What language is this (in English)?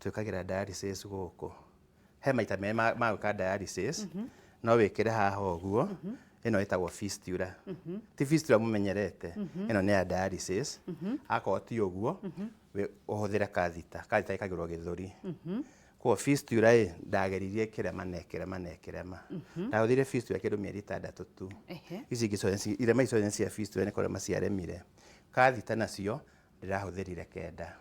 Kikuyu